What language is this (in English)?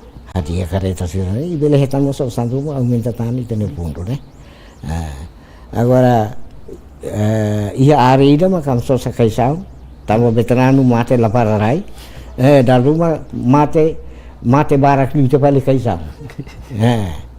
Tetum